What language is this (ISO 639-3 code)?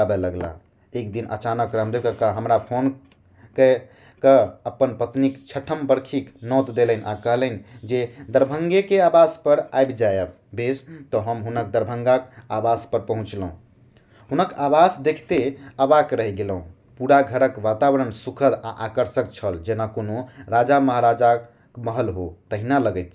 mai